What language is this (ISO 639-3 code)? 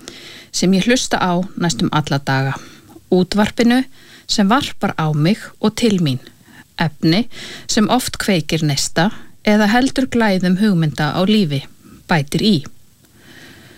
isl